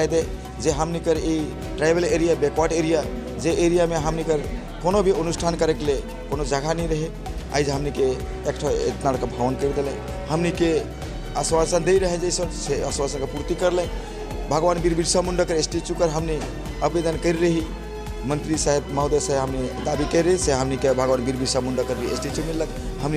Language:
Sadri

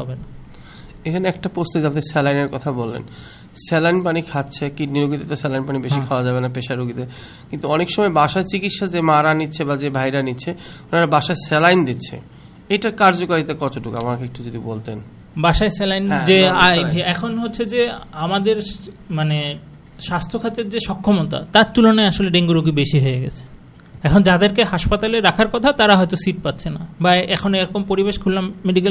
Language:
Bangla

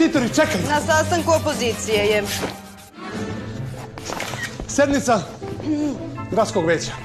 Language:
Serbian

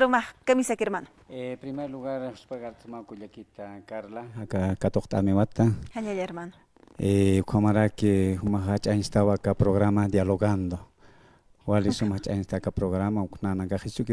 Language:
Aymara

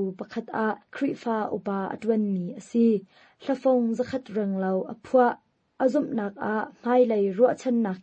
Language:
Hakha Chin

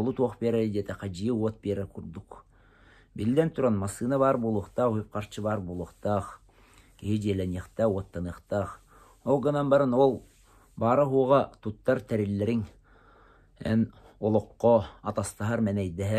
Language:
Yakut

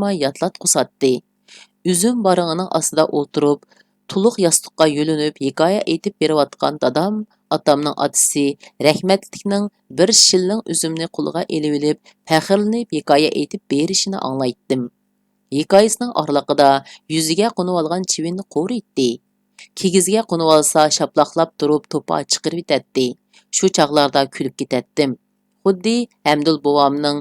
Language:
Uyghur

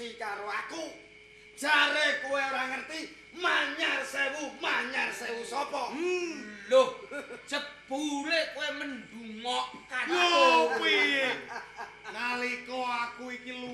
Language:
Javanese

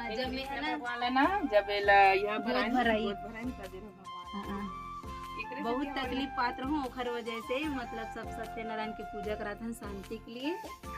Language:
Chhattisgarhi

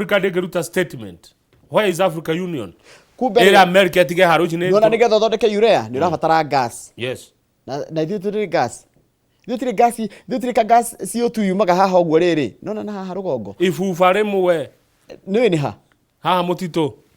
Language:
Kikuyu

